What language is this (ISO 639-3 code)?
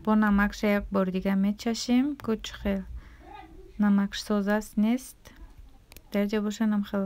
tgk